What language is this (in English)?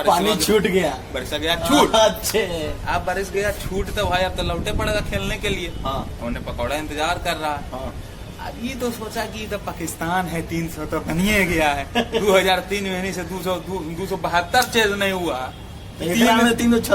Magahi